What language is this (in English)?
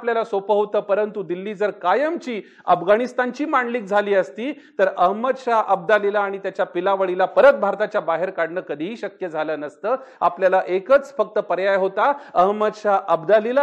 Marathi